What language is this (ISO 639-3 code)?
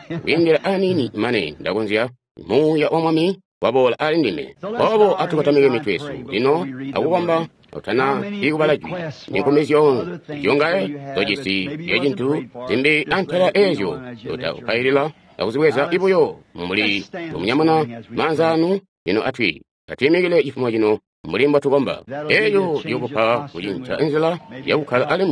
toi